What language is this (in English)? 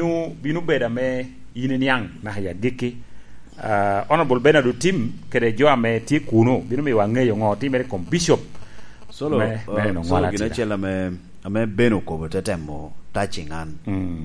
Lango (Uganda)